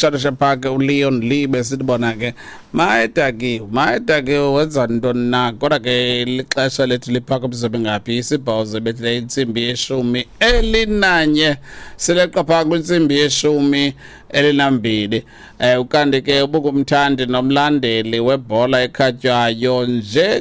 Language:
Xhosa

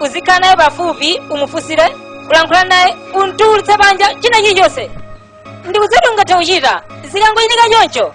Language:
Nyanja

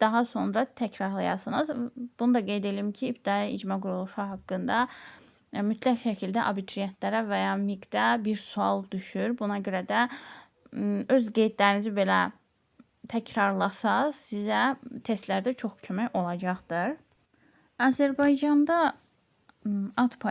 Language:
Azerbaijani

